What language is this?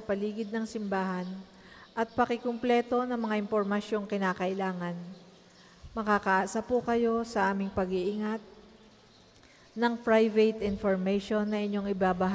Filipino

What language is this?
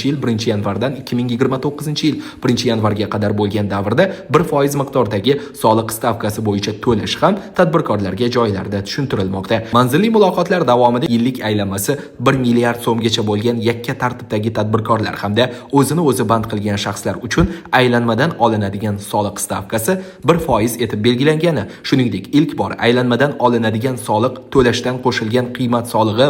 Uzbek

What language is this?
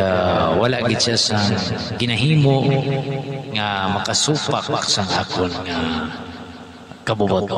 Hiligaynon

